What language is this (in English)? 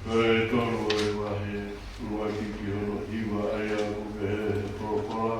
Tongan